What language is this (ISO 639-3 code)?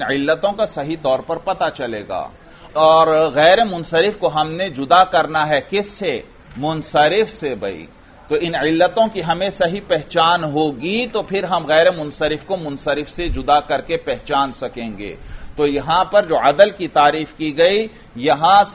urd